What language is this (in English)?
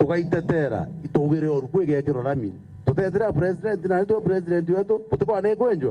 Meru